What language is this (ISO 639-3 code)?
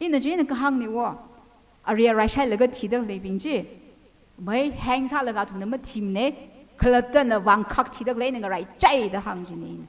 nmf